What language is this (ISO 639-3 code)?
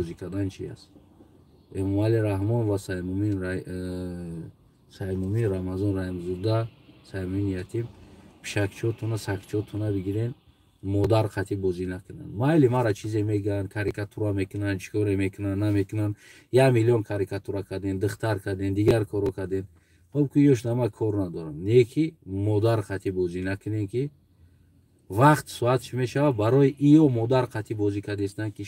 tgk